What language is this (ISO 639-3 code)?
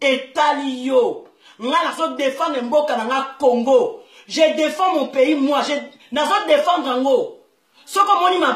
lin